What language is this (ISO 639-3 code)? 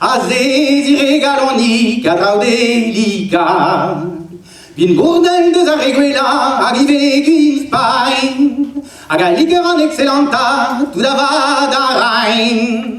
bre